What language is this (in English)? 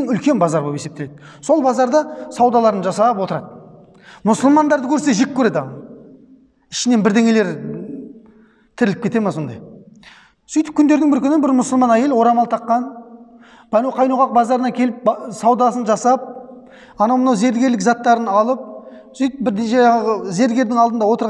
Kazakh